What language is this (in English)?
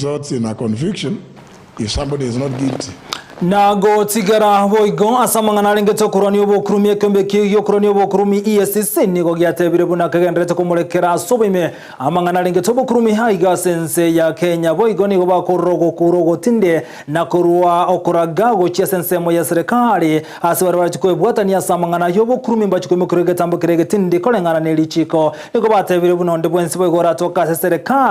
Gusii